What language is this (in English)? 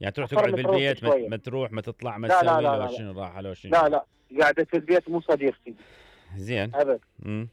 Mesopotamian Arabic